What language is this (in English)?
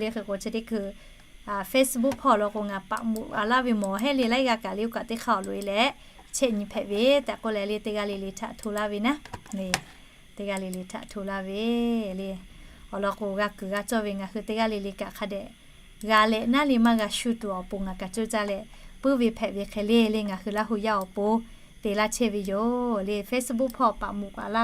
Lahu